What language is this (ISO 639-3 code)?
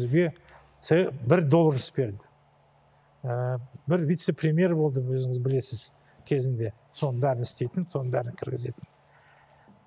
kaz